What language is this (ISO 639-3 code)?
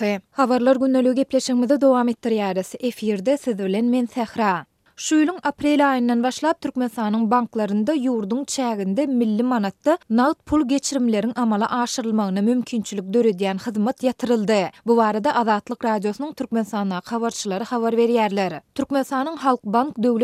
tuk